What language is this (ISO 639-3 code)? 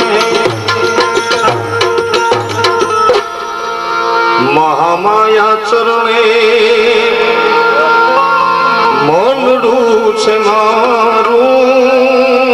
guj